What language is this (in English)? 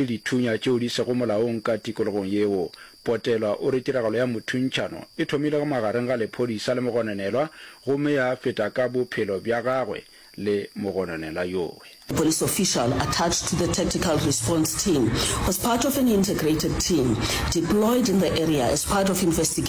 Northern Sotho